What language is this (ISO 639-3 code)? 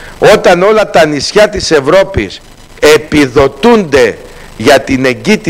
ell